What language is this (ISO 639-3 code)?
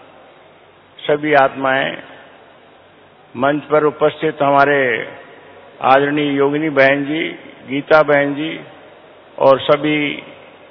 hin